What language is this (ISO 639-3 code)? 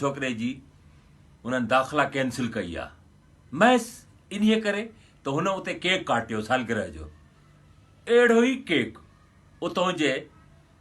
snd